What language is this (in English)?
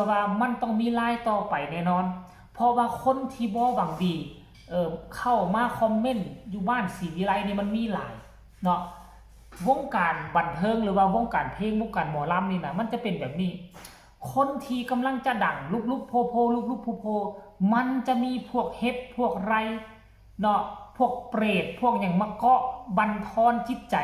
Northeastern Thai